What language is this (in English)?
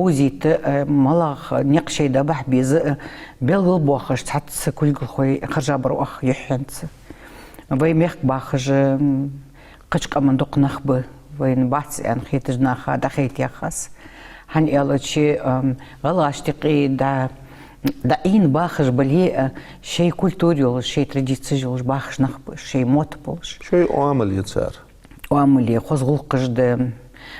Ingush